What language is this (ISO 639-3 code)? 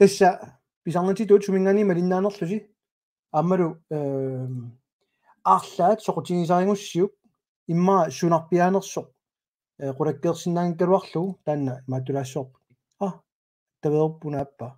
kal